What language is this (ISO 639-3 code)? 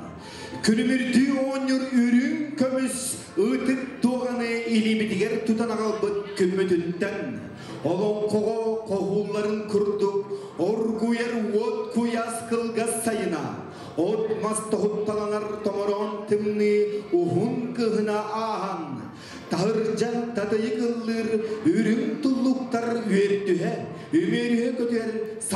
sah